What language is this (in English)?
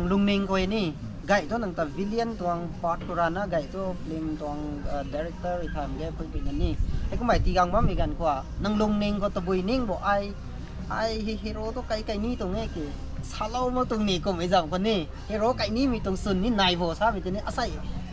Rongmei Naga